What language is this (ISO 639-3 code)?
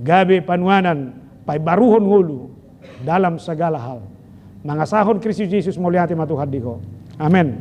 bbc